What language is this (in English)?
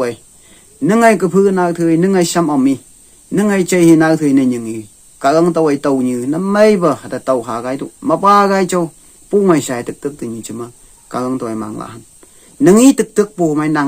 Phom Naga